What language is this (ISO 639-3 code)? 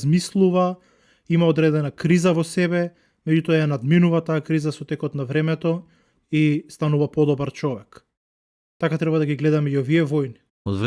mkd